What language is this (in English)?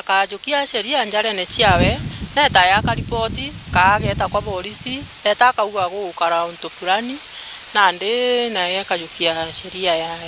Meru